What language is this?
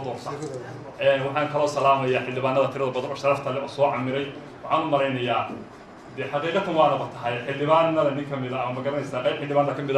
Somali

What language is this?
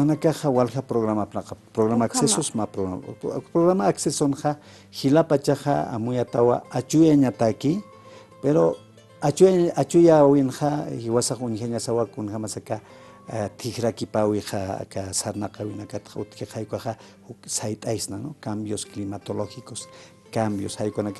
Aymara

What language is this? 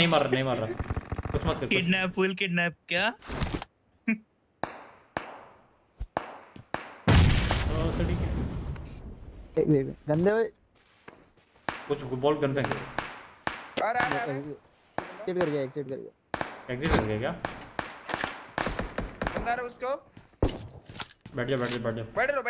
Hindi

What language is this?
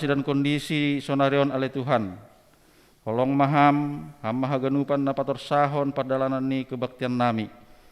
Batak Simalungun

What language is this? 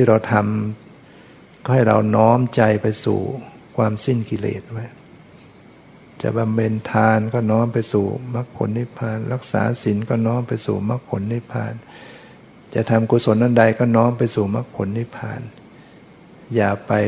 Thai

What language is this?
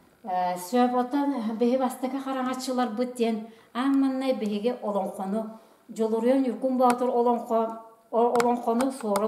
Yakut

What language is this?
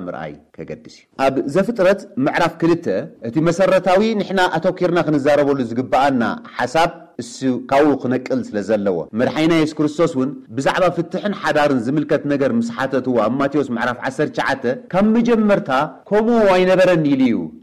Tigrinya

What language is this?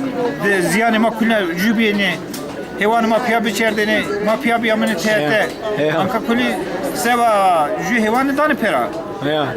Zaza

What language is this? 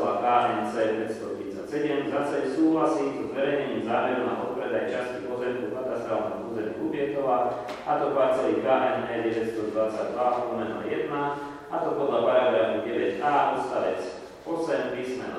Slovak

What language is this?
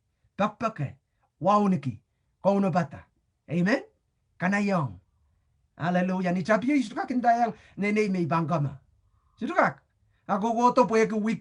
Pohnpeian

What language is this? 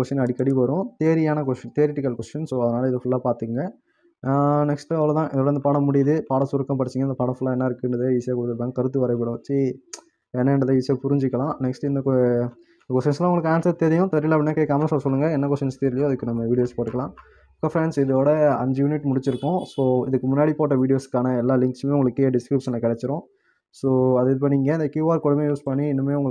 Tamil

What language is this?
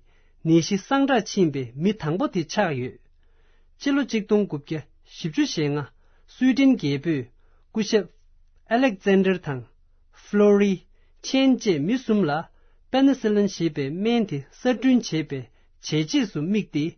Tibetan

